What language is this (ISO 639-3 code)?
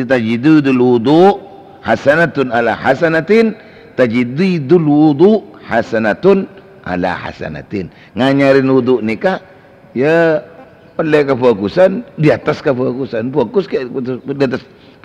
mad